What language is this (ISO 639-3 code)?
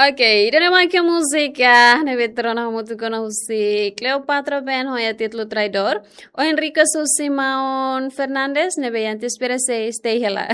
tet